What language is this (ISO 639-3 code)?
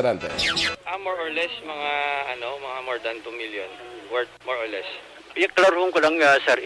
hil